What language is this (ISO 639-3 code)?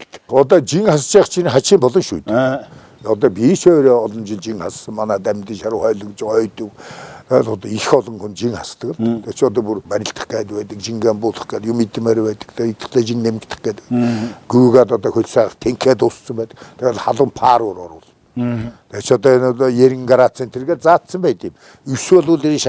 mon